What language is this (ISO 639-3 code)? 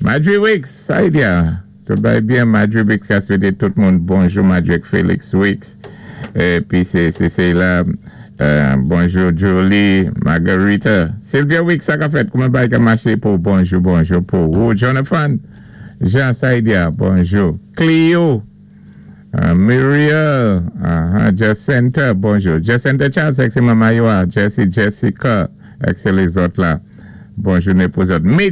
acf